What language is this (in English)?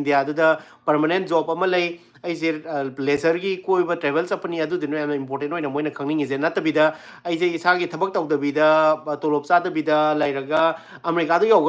Manipuri